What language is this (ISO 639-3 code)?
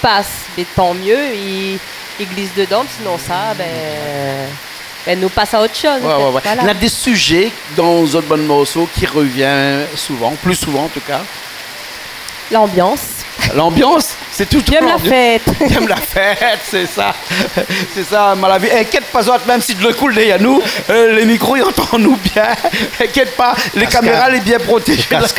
rcf